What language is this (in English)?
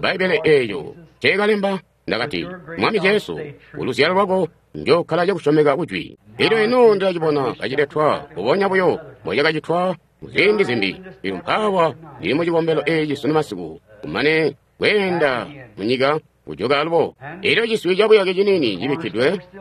Tonga (Zambia)